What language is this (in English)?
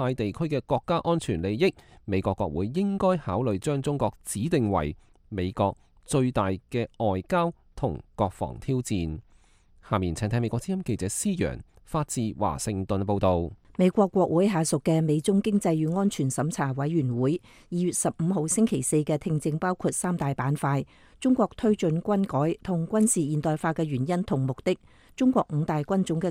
Cantonese